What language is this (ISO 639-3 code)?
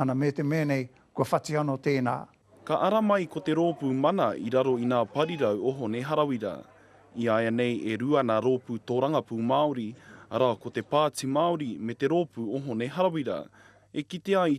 mri